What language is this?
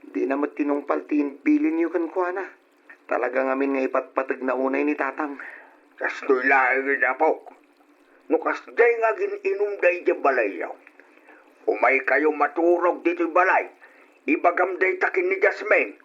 Iloko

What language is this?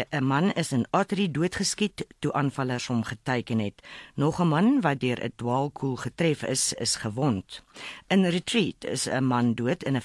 Afrikaans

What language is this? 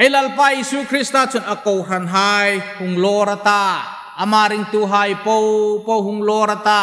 Hmar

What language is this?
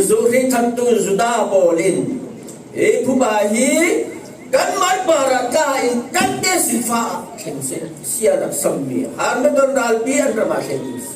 Falam Chin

